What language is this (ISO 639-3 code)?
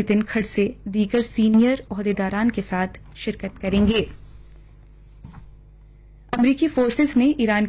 urd